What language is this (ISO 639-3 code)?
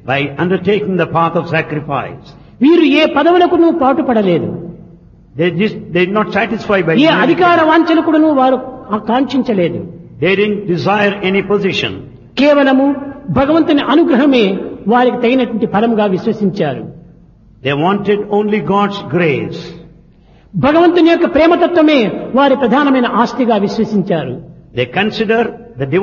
tel